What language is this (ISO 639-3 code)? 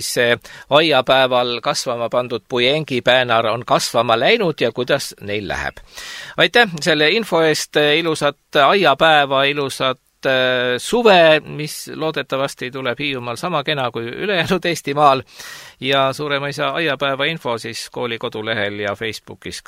est